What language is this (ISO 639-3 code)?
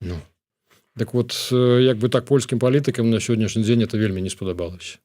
bel